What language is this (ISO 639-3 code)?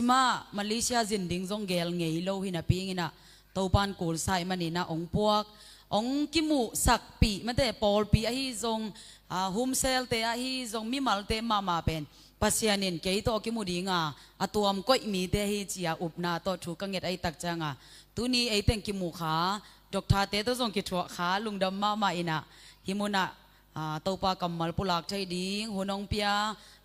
ctd